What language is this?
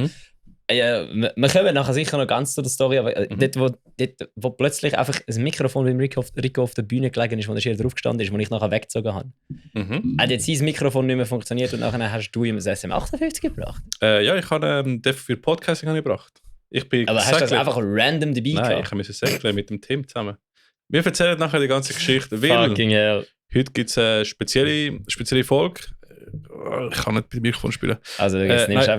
Swiss German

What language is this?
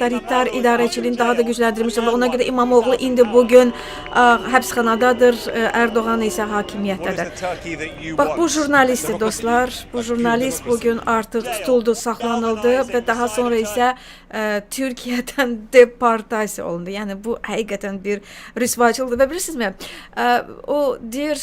Azerbaijani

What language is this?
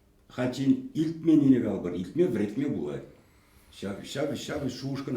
Chuvash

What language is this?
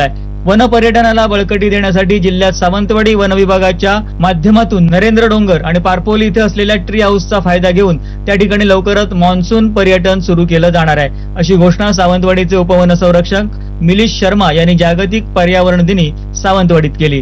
Marathi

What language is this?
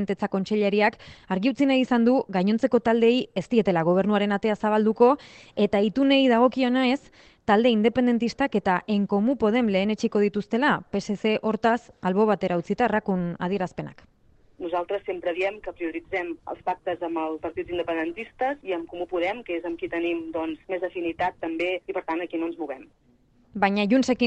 Basque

